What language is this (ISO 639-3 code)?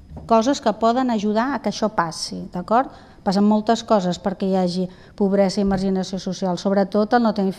cat